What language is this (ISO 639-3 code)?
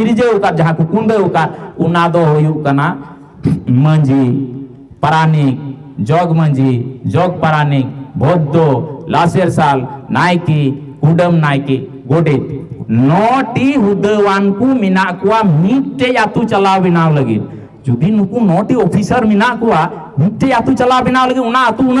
sat